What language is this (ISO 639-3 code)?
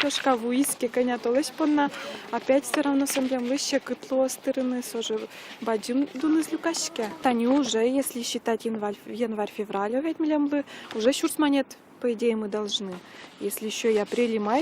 udm